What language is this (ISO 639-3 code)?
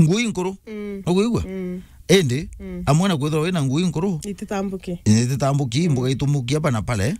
mer